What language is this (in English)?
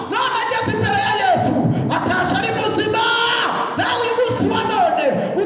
Kinyarwanda